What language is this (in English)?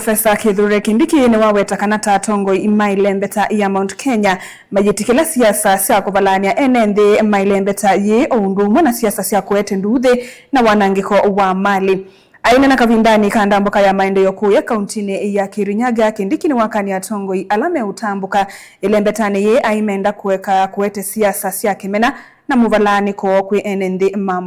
Kamba